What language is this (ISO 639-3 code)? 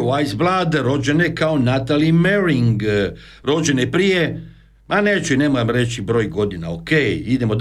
hrv